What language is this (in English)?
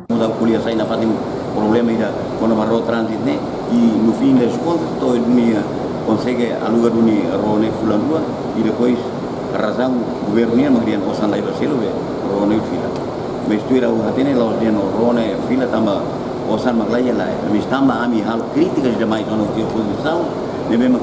Tetum